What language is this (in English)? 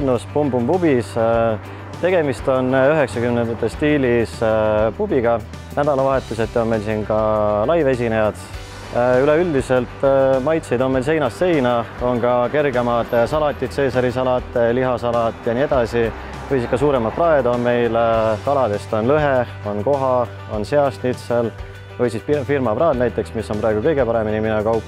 Estonian